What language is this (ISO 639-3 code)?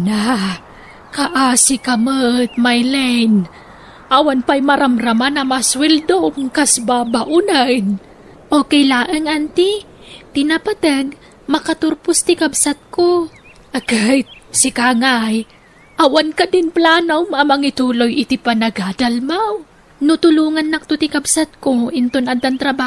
ilo